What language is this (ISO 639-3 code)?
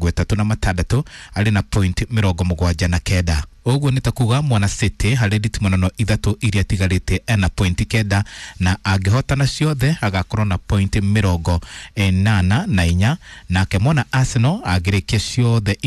kik